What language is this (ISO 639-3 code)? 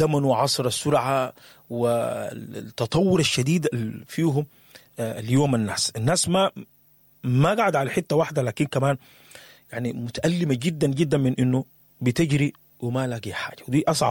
apd